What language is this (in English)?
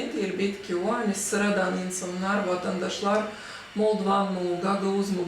Gagauz